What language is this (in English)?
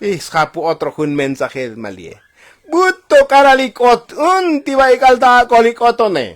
Tzotzil